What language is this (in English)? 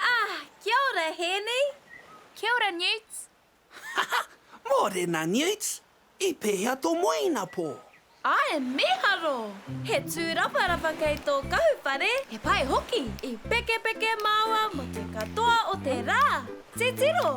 Māori